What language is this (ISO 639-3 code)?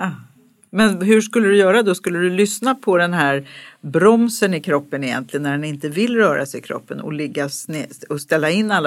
swe